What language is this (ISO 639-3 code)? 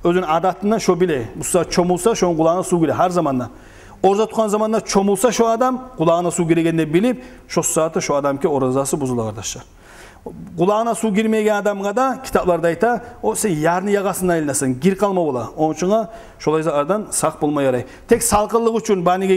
kum